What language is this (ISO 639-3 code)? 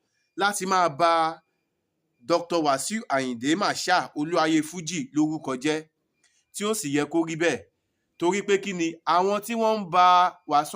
yor